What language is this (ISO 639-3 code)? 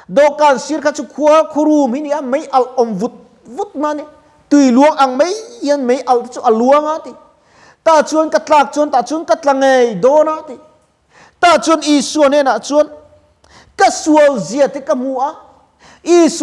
lus